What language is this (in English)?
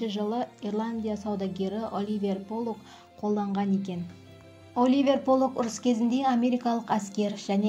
Kara-Kalpak